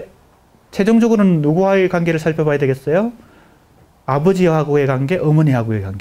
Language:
Korean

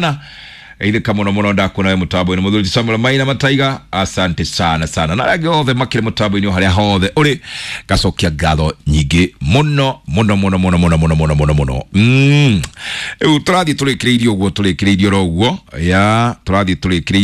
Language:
Kikuyu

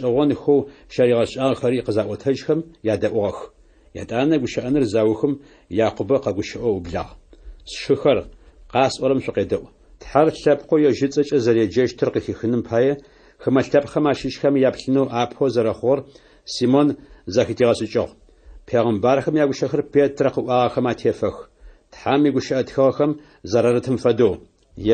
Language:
Adyghe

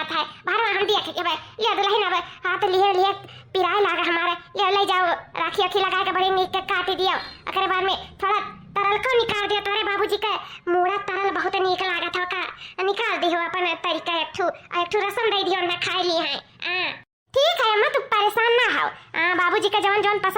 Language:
Awadhi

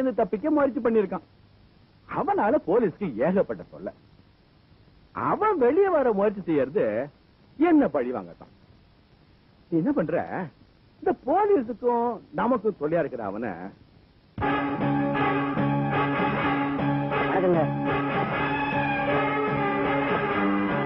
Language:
Tamil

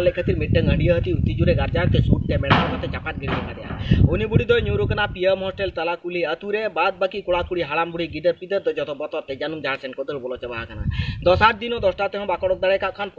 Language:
Santali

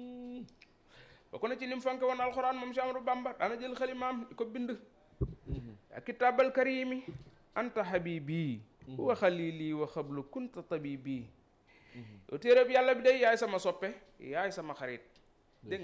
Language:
Wolof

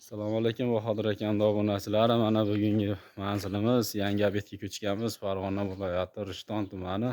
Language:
Uzbek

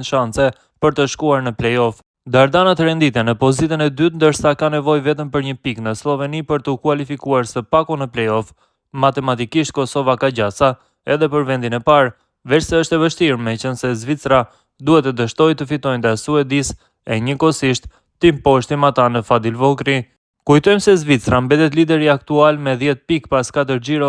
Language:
Albanian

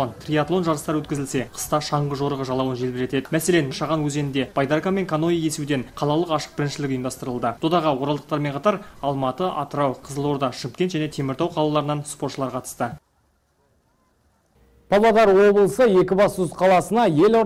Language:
Kazakh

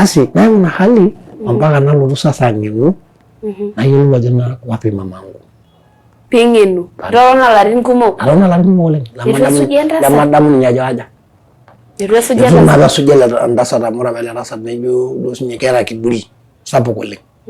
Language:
Masai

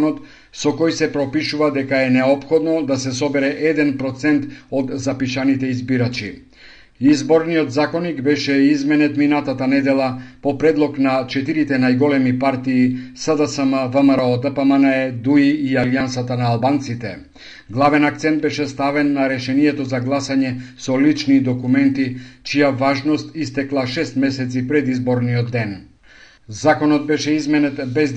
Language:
Macedonian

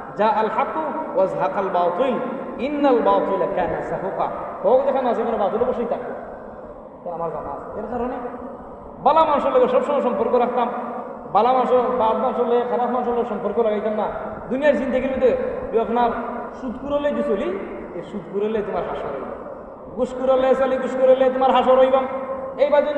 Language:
Sylheti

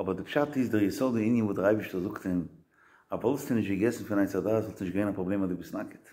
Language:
Yiddish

